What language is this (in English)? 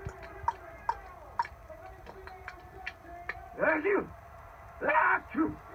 English